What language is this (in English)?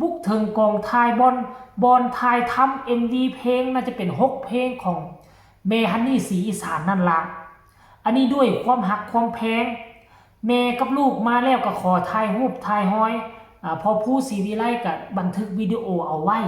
Lao